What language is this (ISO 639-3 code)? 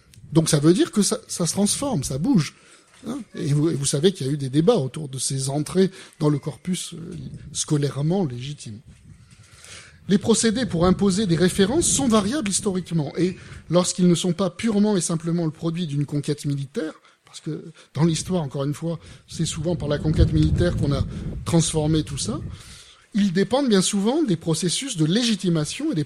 fra